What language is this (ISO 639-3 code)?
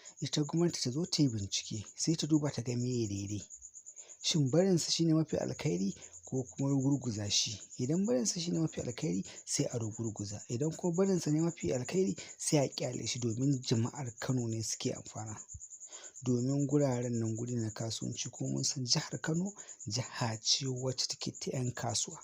hau